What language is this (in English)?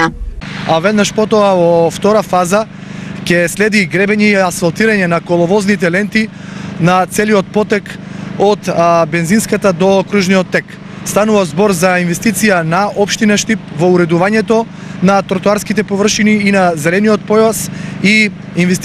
Macedonian